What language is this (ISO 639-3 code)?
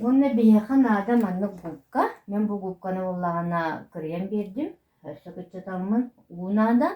sah